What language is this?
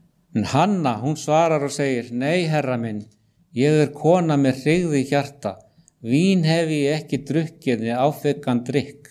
Icelandic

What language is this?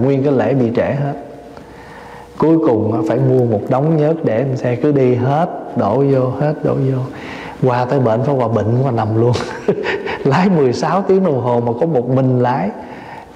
Vietnamese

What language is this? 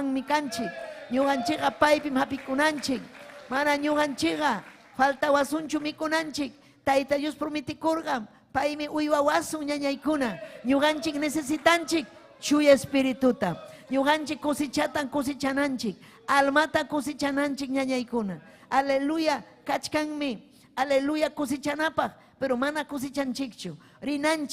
Ayacucho Quechua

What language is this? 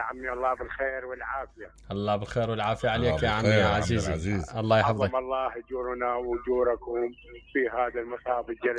Mesopotamian Arabic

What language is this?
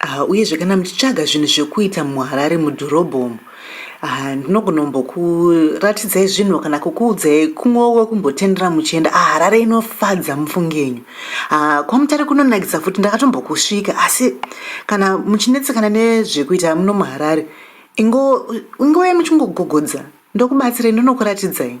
Shona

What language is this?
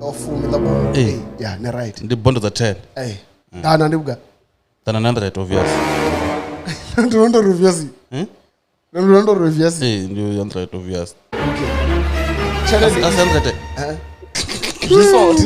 Venda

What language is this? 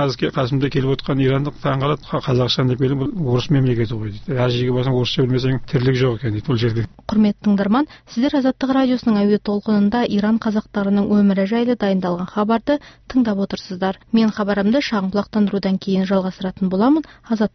Kazakh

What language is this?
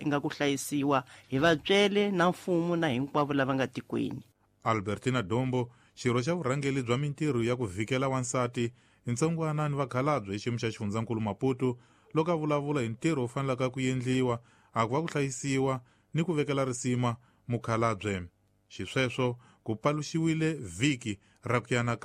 Tsonga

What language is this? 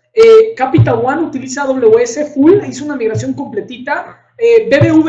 Spanish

